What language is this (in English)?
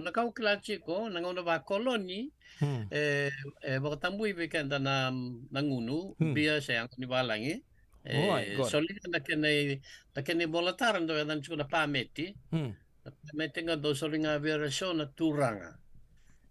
Fijian